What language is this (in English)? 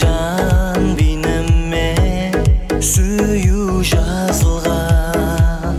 Kara-Kalpak